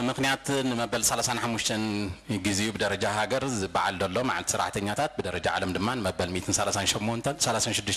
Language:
Tigrinya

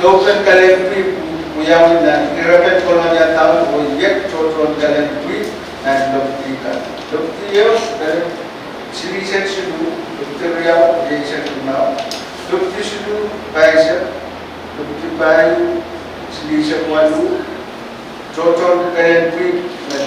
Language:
Pohnpeian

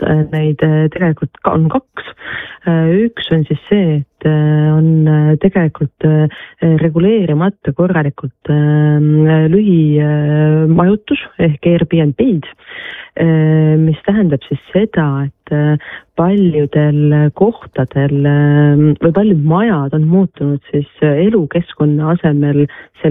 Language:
Estonian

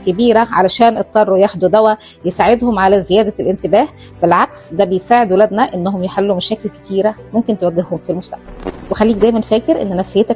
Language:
Egyptian Arabic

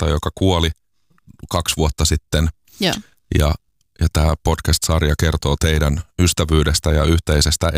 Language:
Finnish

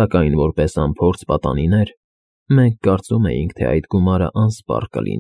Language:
Armenian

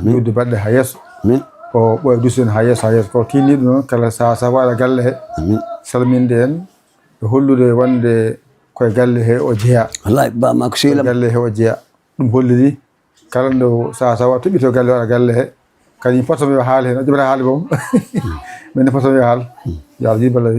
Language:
Fula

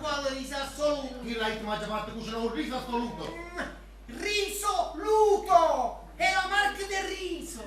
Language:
Neapolitan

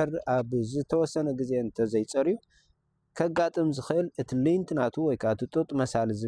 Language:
Tigrinya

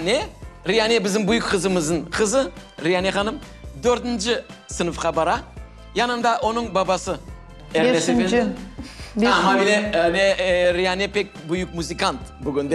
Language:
Crimean Tatar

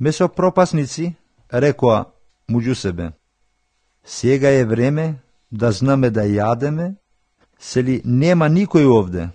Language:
Macedonian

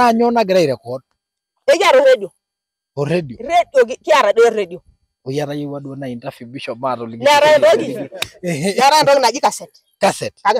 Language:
Masai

